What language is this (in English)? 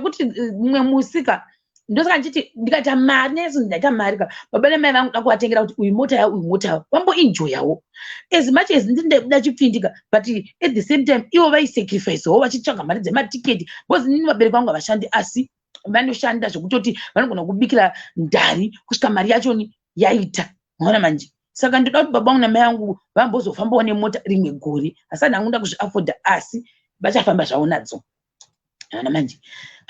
Shona